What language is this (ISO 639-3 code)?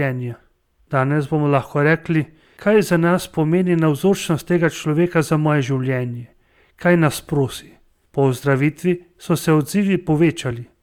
slv